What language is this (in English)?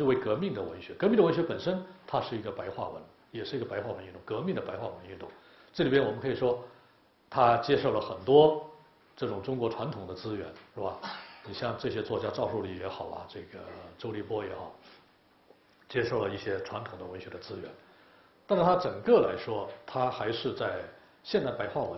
Chinese